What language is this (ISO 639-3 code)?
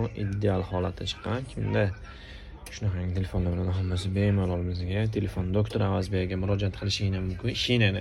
uzb